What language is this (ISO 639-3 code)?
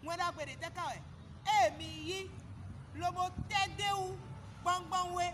fon